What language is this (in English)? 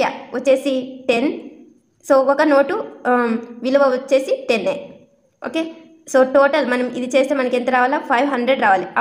Telugu